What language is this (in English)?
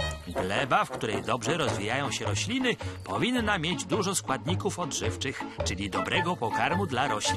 Polish